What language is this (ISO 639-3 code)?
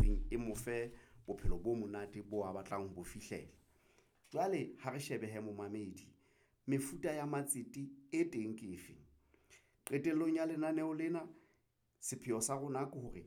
sot